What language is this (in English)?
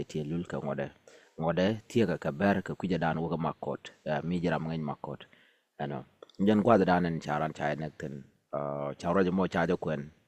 Nuer